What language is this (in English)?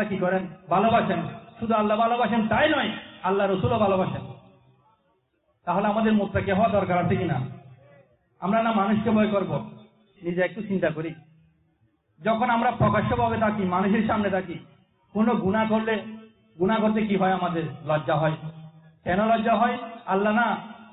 Bangla